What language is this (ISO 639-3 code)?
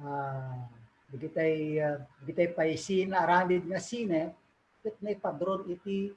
ilo